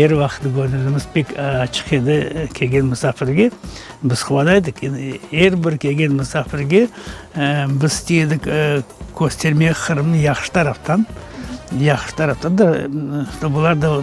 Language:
Crimean Tatar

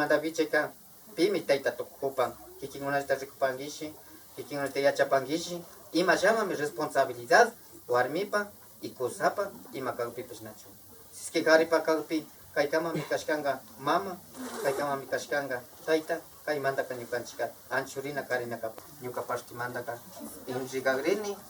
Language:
Imbabura Highland Quichua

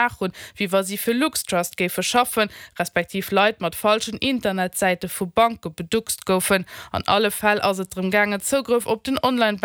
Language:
Luxembourgish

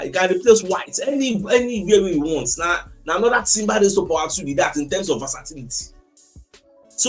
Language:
Nigerian Pidgin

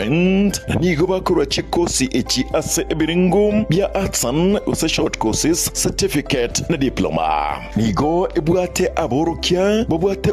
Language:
Gusii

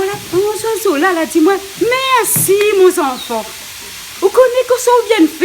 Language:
Réunion Creole French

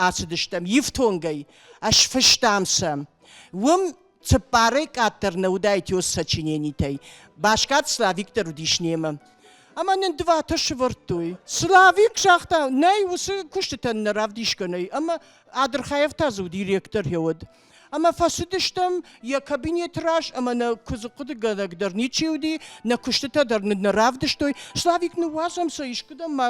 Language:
Ossetic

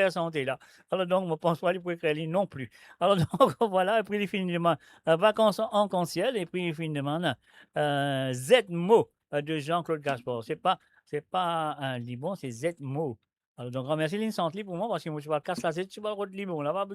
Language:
Morisyen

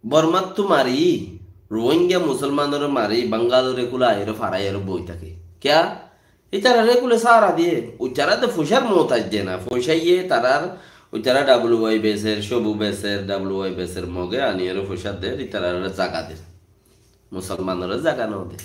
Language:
Rohingya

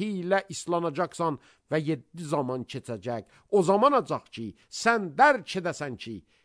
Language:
Azerbaijani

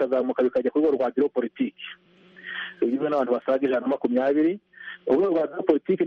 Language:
Kinyarwanda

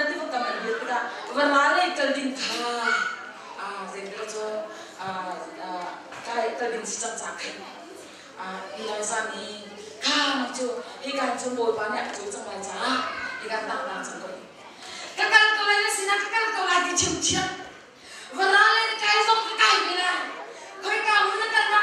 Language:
Hakha Chin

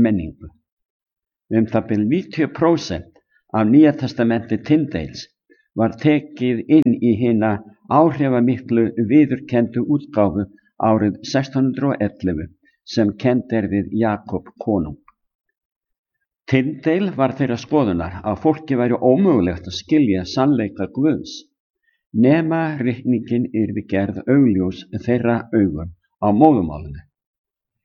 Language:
Icelandic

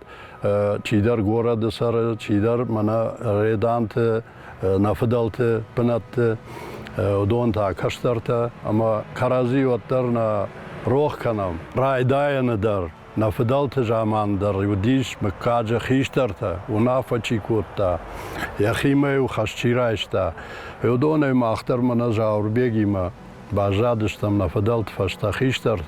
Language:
Ossetic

